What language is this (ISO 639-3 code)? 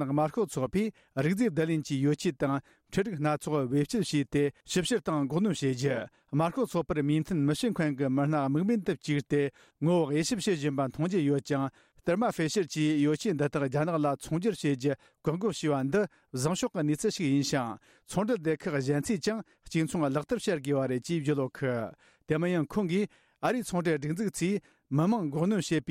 bod